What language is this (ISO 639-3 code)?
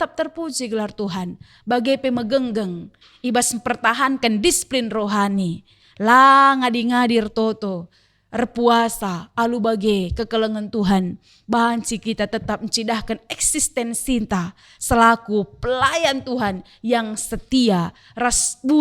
btx